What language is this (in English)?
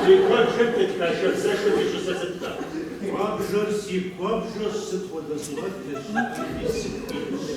Kabardian